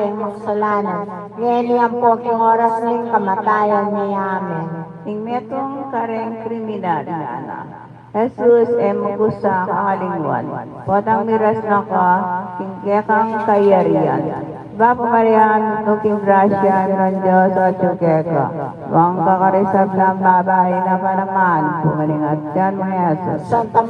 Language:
Pampanga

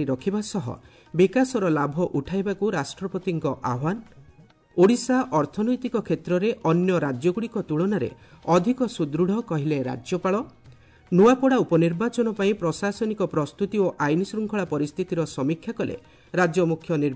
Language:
Odia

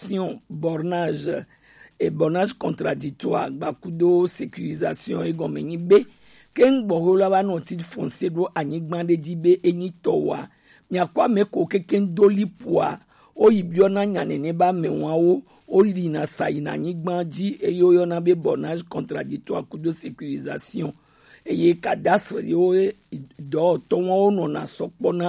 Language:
Gen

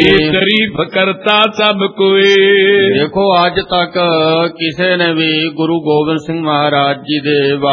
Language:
Punjabi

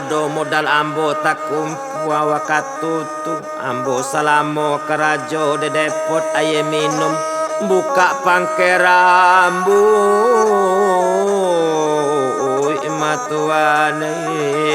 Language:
Minangkabau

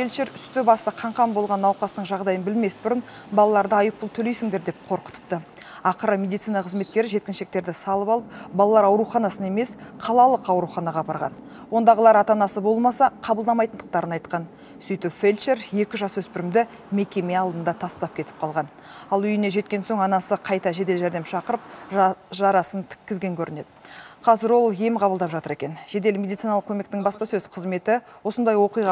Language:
Kazakh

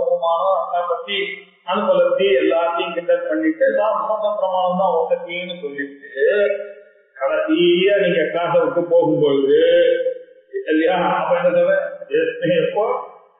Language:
Tamil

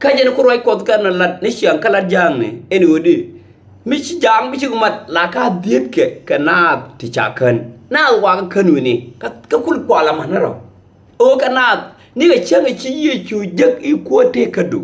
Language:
Nuer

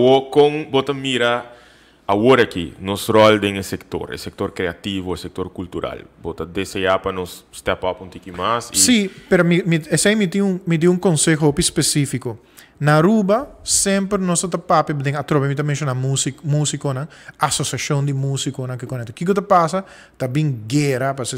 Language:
Papiamento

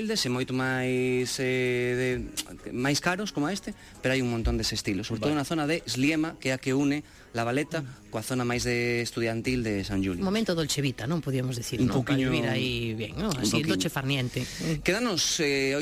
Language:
Galician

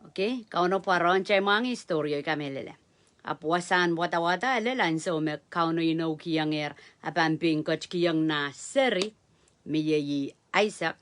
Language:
Pohnpeian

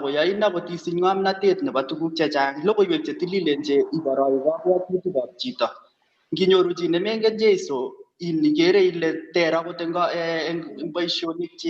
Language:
Kalenjin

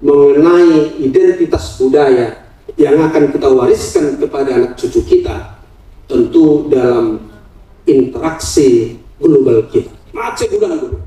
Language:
Batak Toba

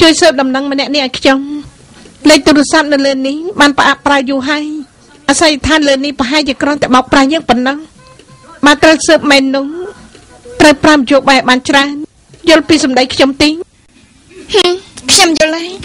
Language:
Khmer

